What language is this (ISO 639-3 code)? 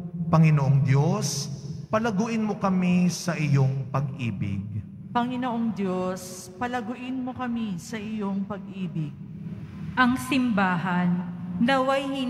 fil